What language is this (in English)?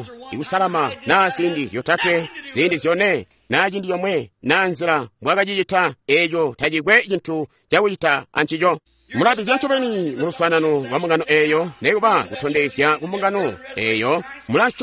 Tonga (Zambia)